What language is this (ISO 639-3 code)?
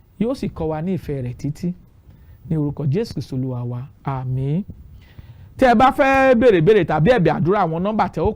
yor